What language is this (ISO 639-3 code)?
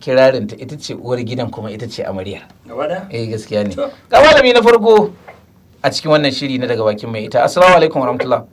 hau